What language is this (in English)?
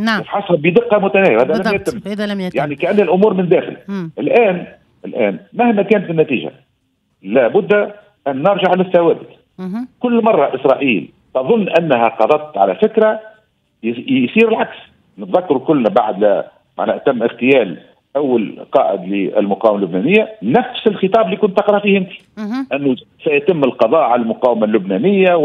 Tunisian Arabic